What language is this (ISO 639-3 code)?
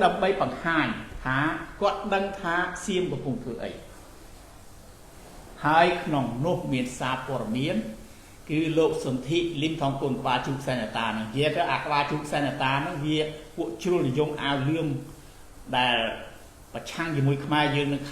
khm